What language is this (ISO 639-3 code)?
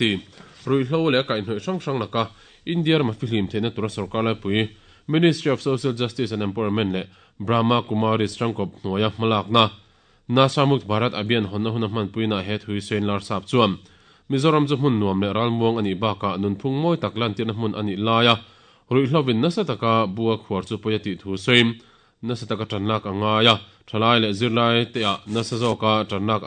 lus